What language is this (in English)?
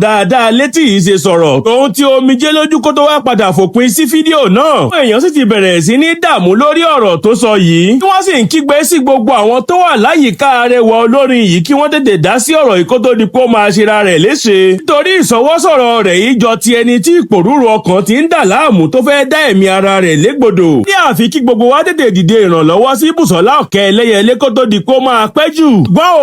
Yoruba